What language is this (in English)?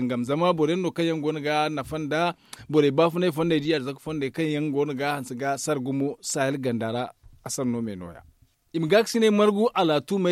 Zarma